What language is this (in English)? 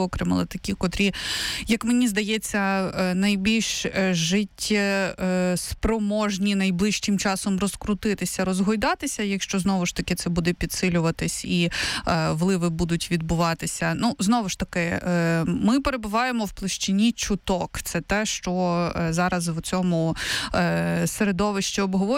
Ukrainian